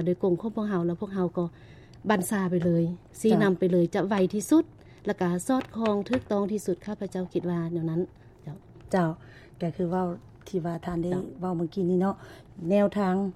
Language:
Lao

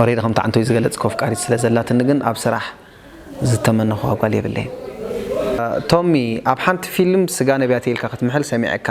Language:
Tigrinya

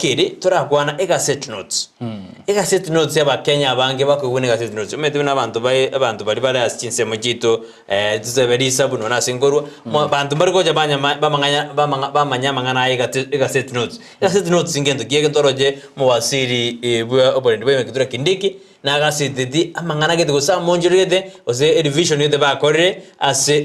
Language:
Gusii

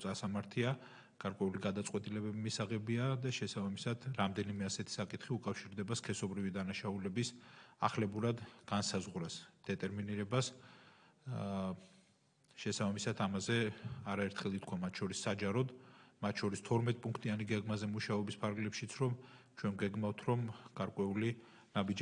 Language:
Georgian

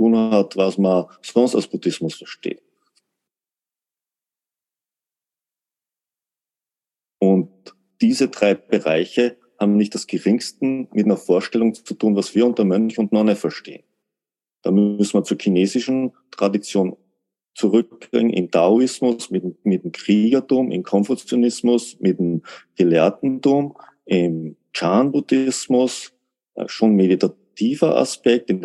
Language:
German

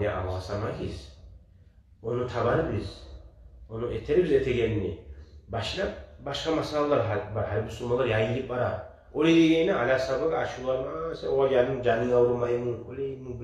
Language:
Kumyk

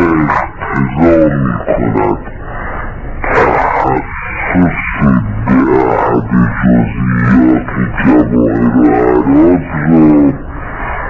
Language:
Persian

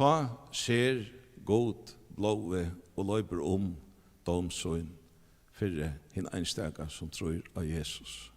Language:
Faroese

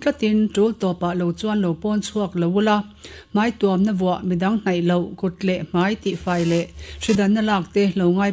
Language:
Mizo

